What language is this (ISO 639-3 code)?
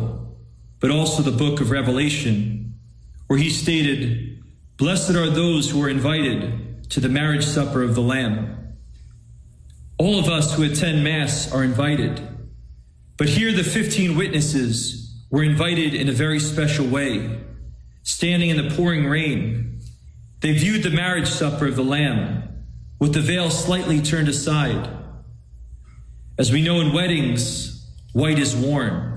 eng